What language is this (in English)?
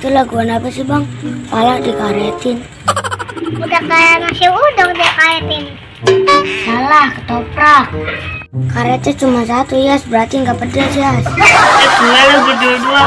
Betawi